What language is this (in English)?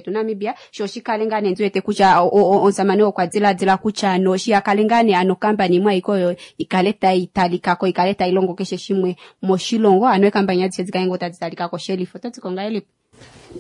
Kuanyama